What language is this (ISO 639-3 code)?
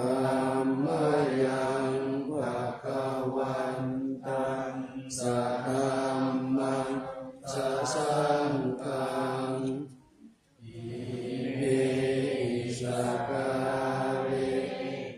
pli